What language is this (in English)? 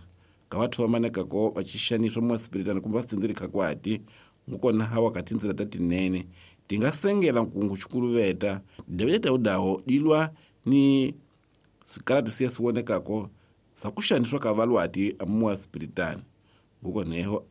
Tsonga